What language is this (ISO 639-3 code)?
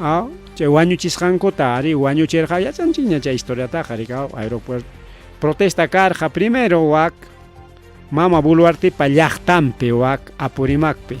quy